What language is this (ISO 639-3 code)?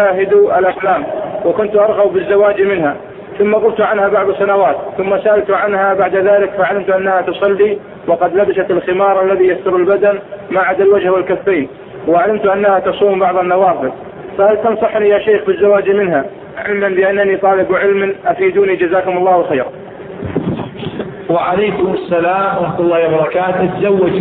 ara